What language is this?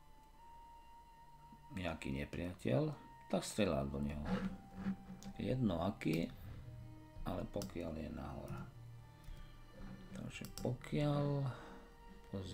Slovak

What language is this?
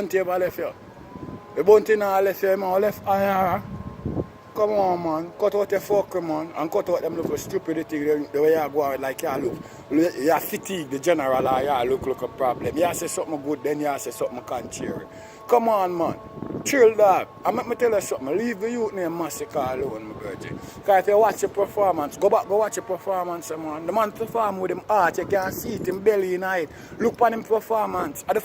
Jamaican Creole English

